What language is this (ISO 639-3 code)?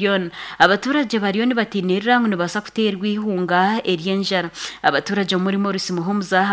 nyn